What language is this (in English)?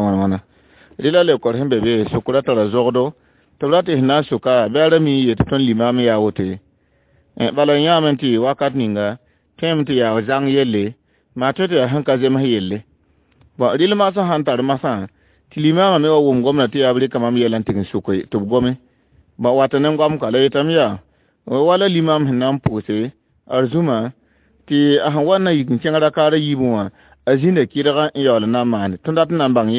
Mossi